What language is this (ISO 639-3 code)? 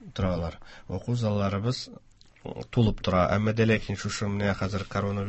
tat